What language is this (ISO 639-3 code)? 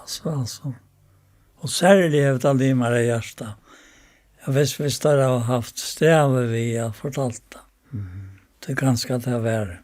fao